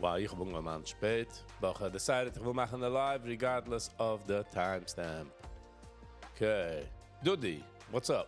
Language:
Yiddish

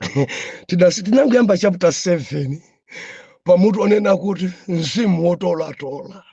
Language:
Nyanja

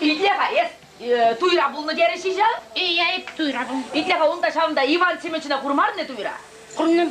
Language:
Chuvash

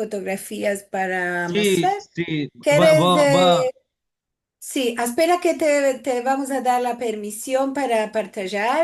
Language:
Ladino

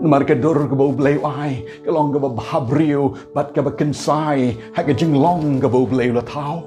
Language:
Khasi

